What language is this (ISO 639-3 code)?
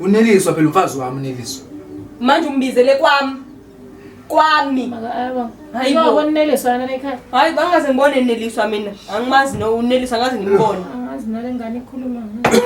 zul